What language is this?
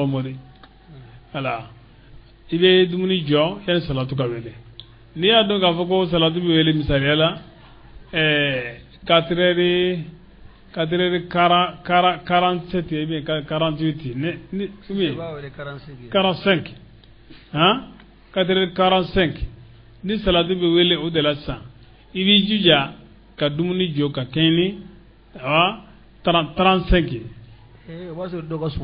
Bambara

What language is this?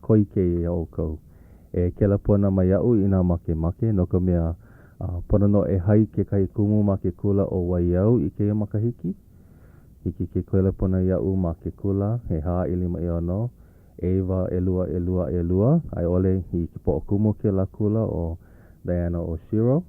Hawaiian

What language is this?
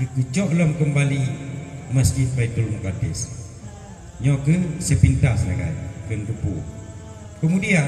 Achinese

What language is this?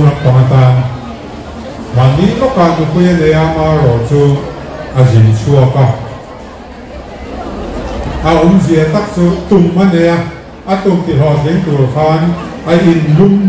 Mizo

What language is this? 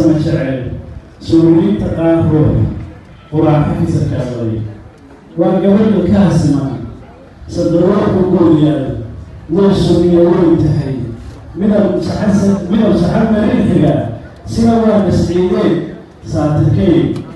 Somali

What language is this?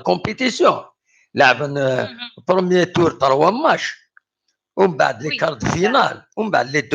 Kabyle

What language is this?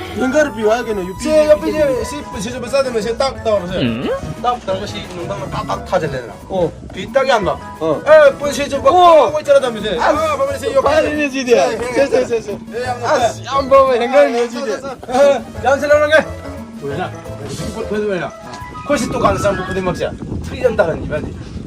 Manipuri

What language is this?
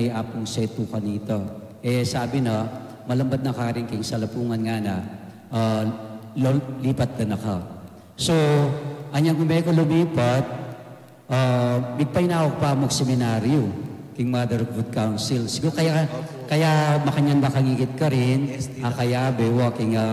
Pampanga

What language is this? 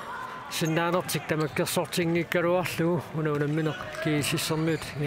Kalaallisut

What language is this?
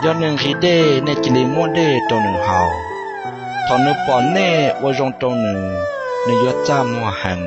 Hmong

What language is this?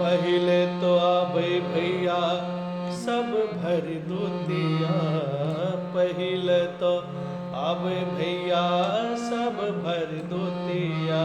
Maithili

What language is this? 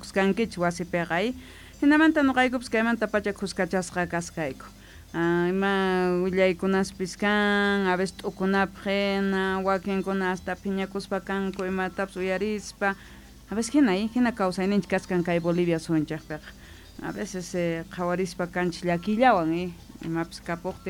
South Bolivian Quechua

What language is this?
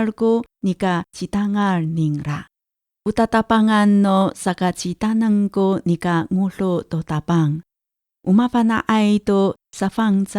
Amis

